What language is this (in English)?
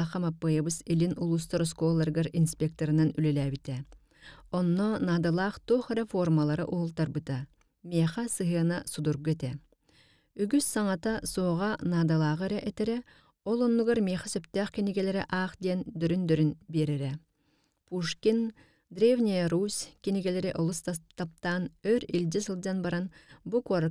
Yakut